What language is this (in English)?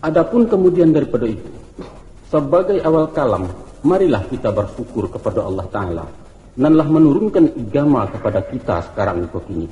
Minangkabau